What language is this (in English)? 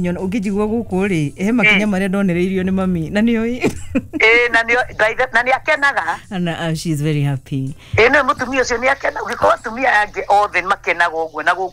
Kikuyu